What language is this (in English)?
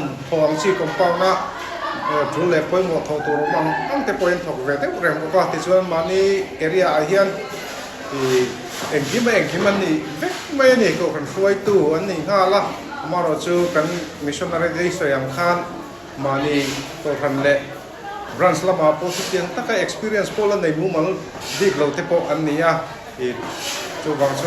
Mizo